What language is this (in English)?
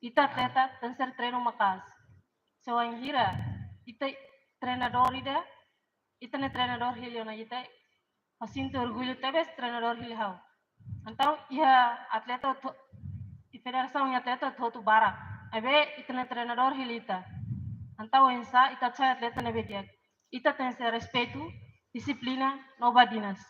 Tetum